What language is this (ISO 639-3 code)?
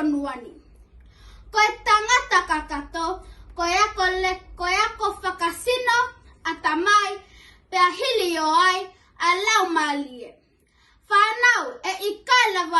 ton